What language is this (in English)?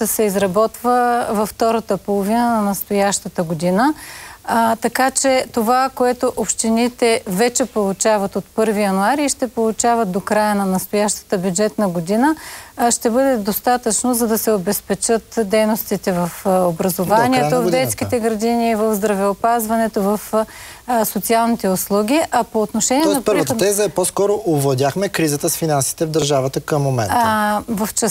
Bulgarian